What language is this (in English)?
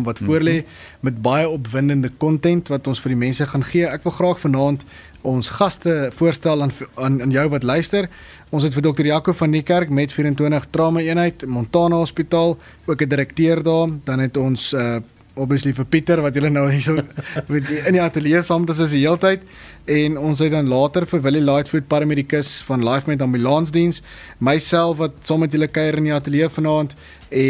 Afrikaans